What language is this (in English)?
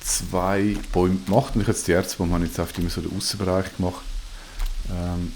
Swiss German